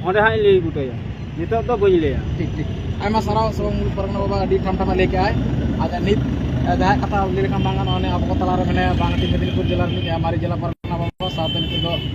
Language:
Santali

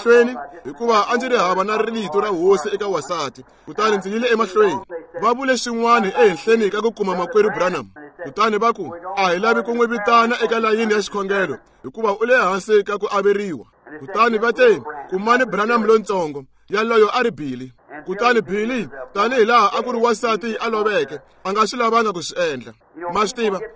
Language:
Tsonga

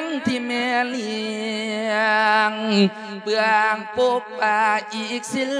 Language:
Lao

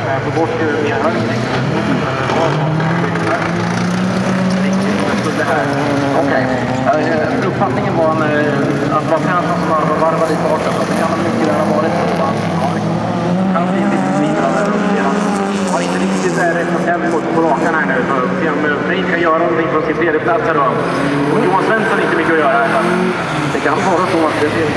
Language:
Swedish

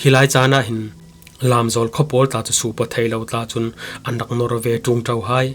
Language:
Falam Chin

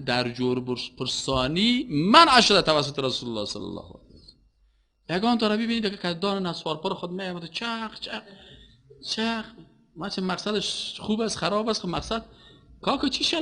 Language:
Persian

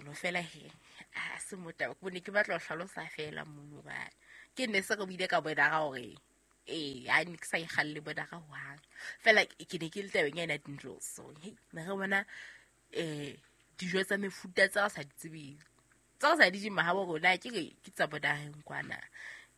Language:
Southern Sotho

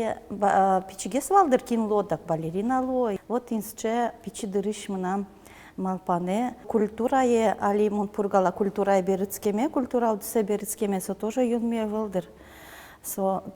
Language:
Udmurt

